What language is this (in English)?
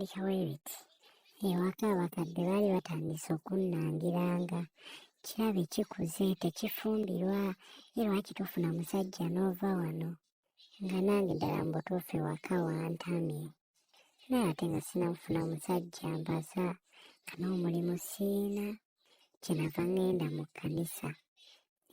Ganda